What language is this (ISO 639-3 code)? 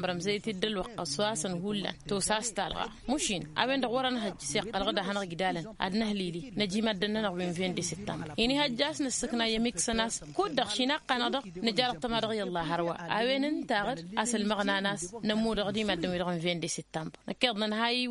taq